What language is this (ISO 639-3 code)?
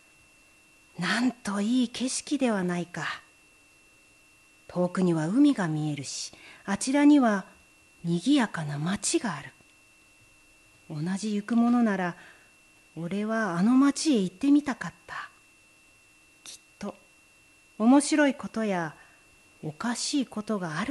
jpn